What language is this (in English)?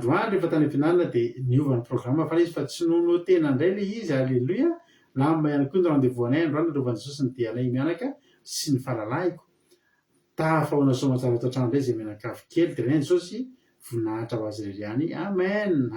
Malagasy